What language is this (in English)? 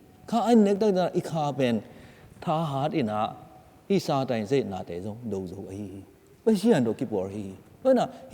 Tedim Chin